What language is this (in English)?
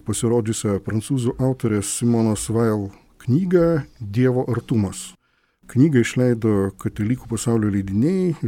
Lithuanian